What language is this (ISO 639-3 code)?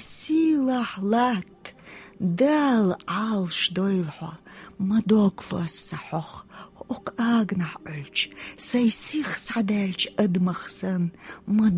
che